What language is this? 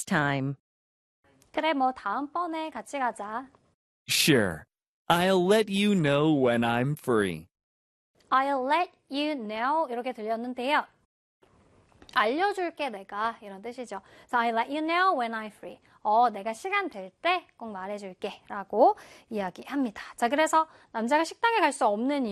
Korean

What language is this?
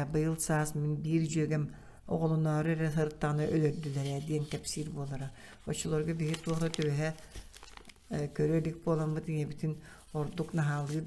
Yakut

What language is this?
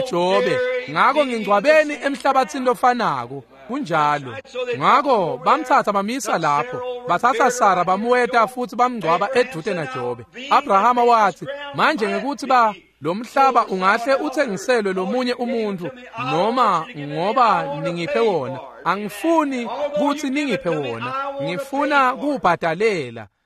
Swati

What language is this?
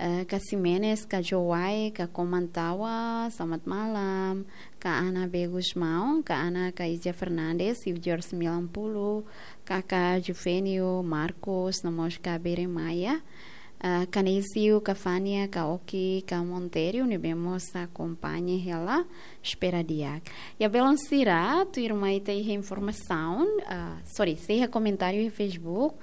Tetum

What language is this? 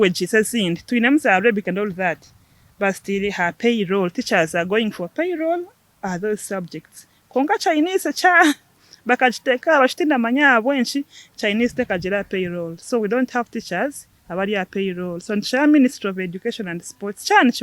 Nyankole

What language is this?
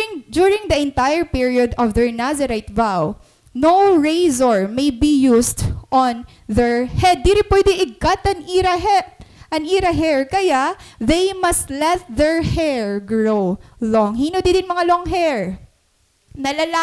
Waray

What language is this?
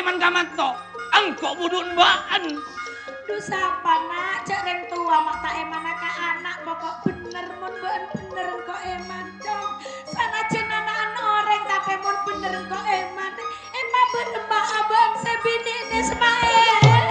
Madurese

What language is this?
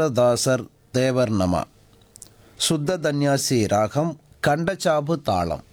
Tamil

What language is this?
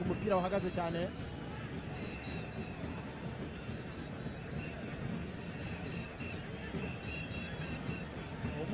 Kinyarwanda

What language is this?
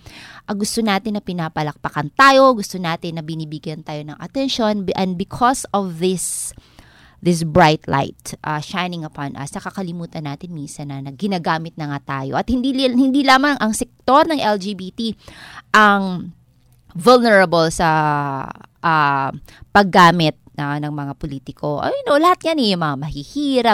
Filipino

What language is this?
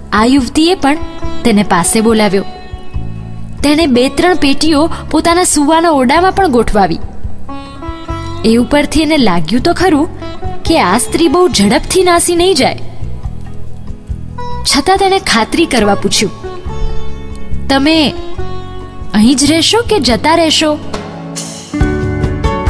Gujarati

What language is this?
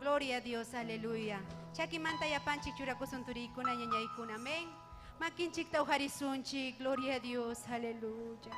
Ayacucho Quechua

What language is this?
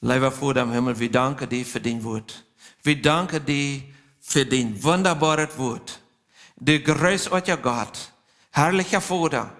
Plautdietsch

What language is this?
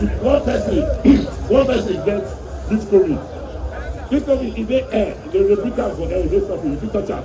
Nigerian Pidgin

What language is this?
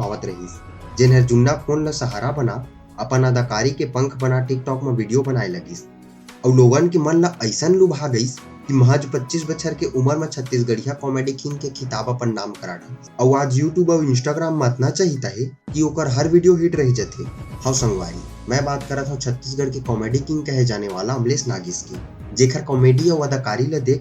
Chhattisgarhi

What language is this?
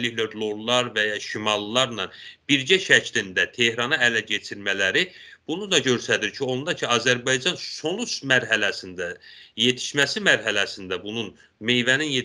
South Azerbaijani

